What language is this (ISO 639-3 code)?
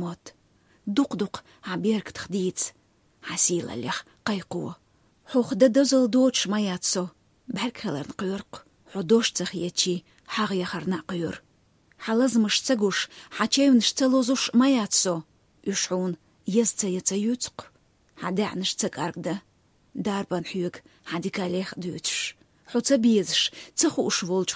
che